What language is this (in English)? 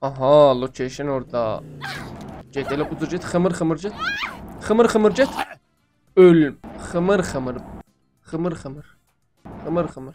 South Azerbaijani